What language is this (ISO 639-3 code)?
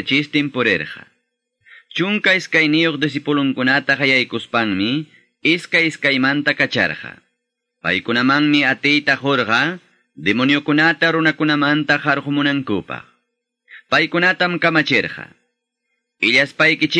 que